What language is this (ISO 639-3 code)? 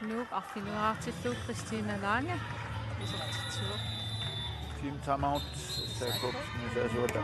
kal